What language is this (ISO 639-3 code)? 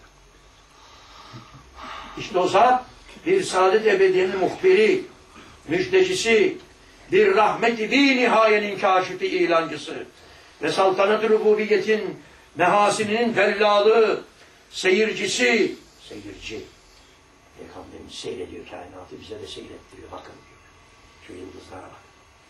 tur